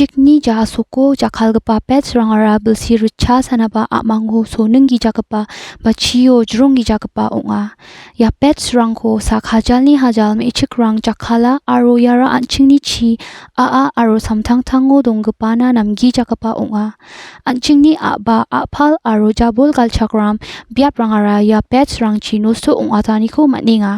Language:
Garo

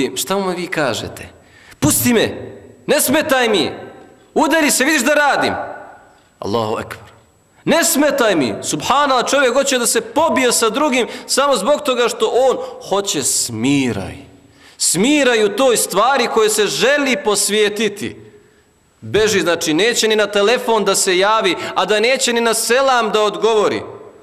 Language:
Bosnian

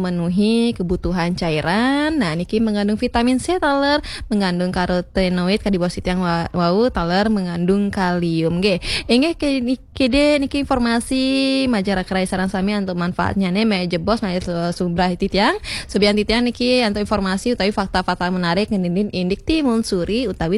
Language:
Balinese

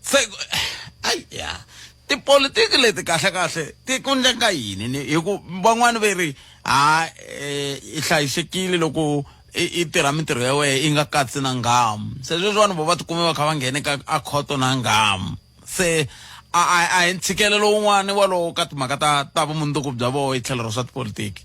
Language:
Tsonga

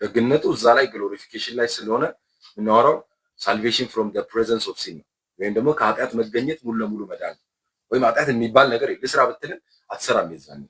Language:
Amharic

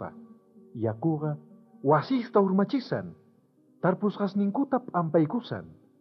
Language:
South Bolivian Quechua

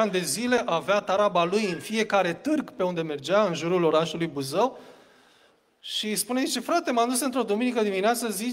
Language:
Romanian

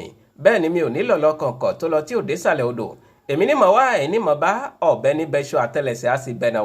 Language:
Yoruba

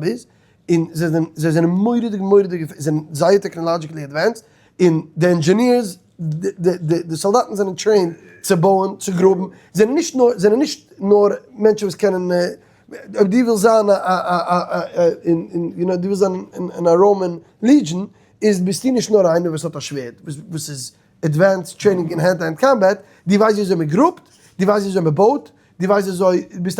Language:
Yiddish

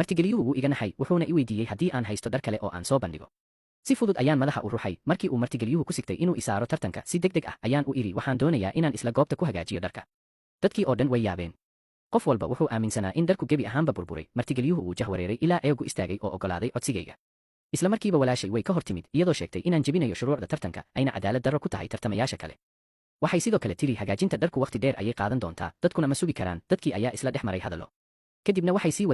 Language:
Somali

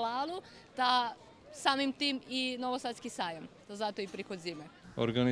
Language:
Rusyn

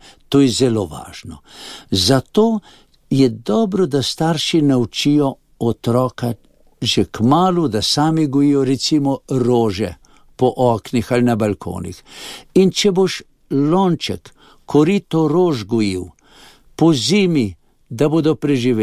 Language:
Slovenian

